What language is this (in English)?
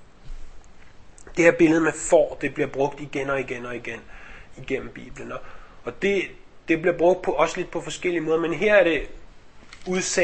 Danish